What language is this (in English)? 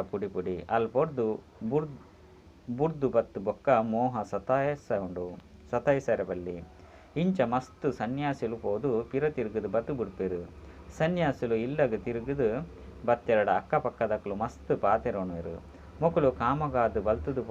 Tulu